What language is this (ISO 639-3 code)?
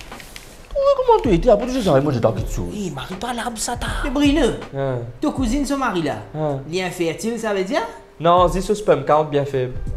mfe